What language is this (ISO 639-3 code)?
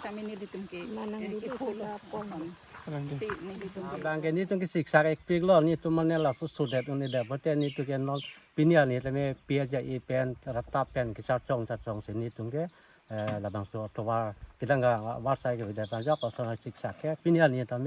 mjw